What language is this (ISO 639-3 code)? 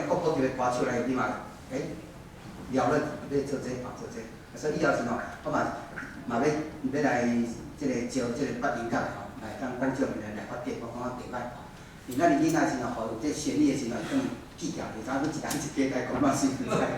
nan